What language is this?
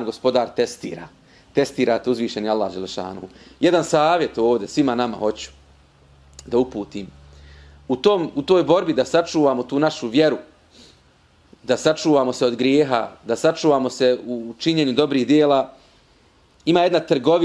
Bosnian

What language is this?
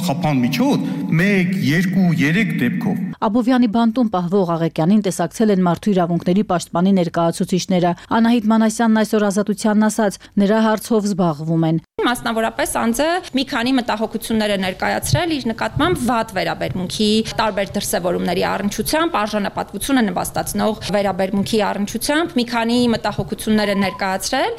Armenian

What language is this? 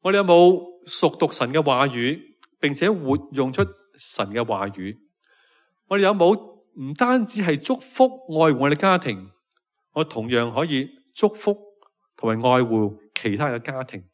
Cantonese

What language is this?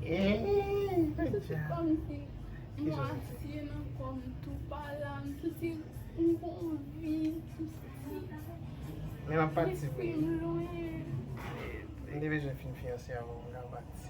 Haitian Creole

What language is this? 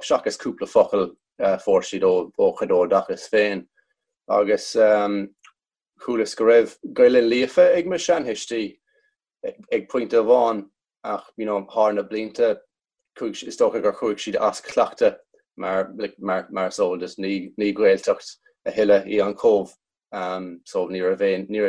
Irish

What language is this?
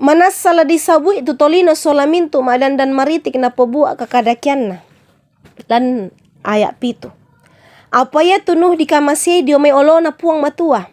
Toraja-Sa'dan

